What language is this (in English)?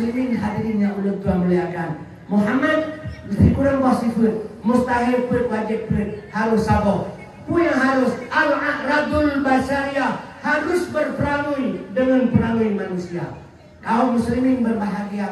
Achinese